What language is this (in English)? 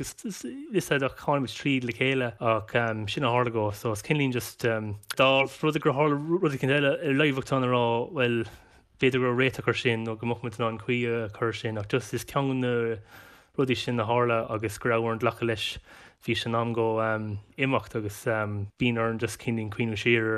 Irish